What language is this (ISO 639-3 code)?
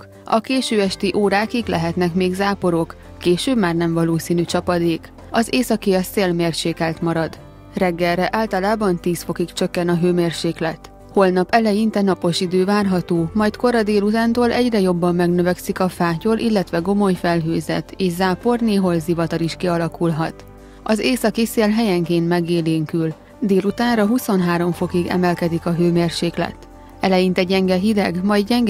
hun